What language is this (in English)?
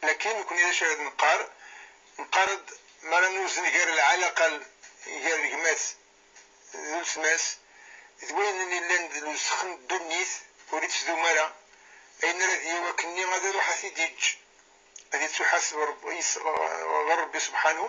Kabyle